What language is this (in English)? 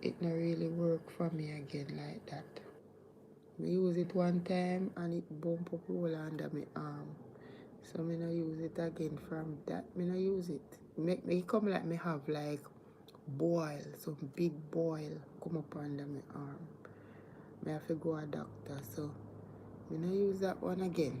Jamaican Creole English